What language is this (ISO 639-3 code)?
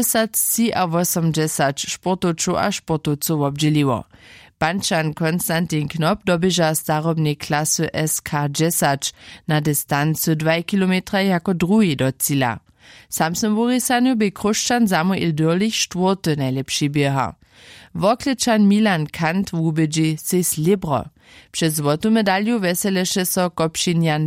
hsb